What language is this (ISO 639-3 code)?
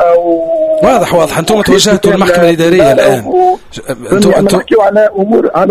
aeb